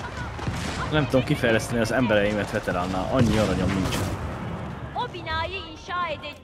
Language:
Hungarian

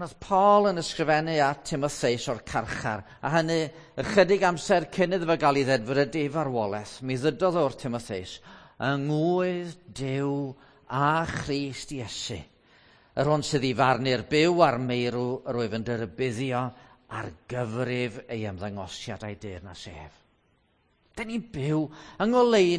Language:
Welsh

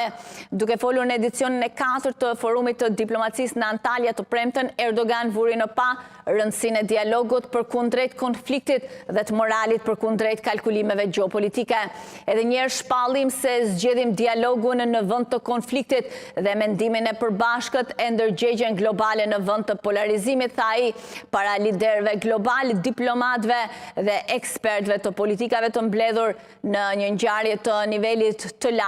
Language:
Albanian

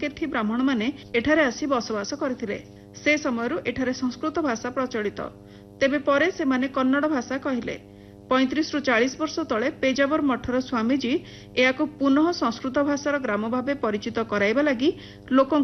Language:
Odia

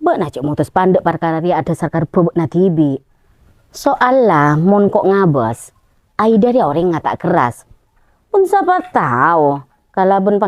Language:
Madurese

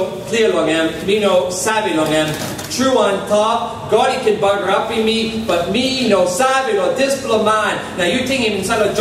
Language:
Tok Pisin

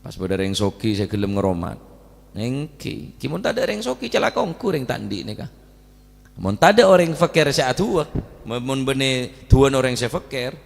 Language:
Madurese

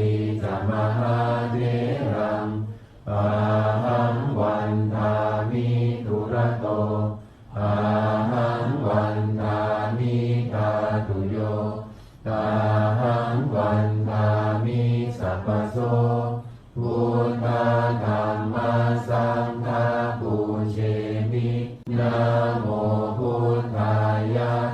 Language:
Pali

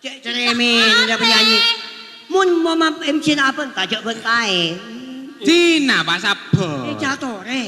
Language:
Madurese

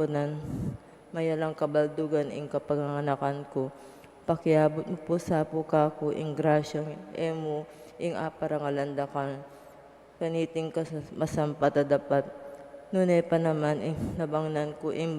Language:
Pampanga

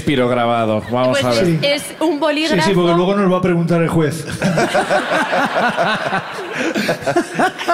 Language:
Spanish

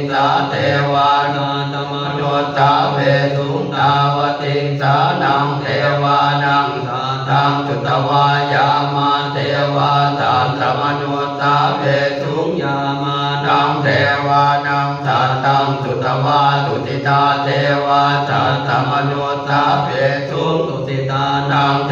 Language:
Pali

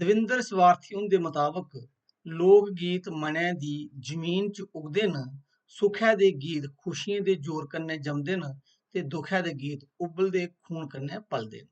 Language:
Dogri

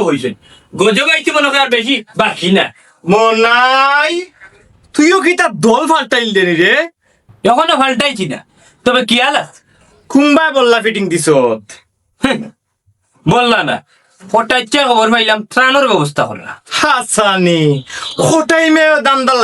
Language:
Sylheti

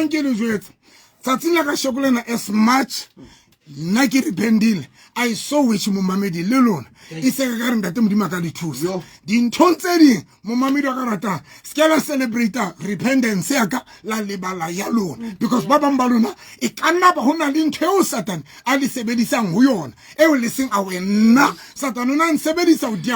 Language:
Southern Sotho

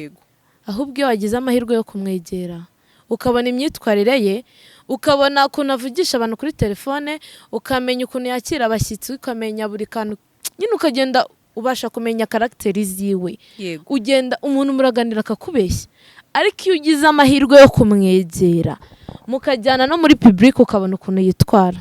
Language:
Kinyarwanda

